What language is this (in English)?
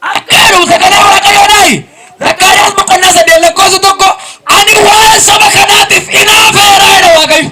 Oromo